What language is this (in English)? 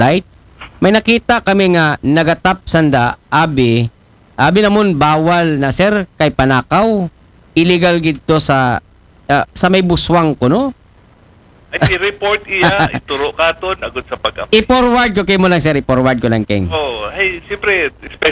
Aklanon